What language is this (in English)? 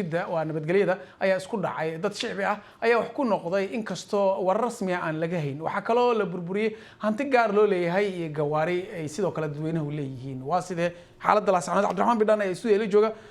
Somali